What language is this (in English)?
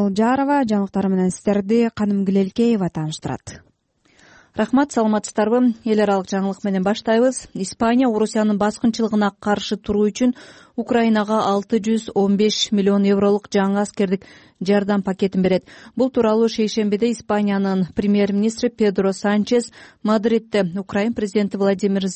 Kyrgyz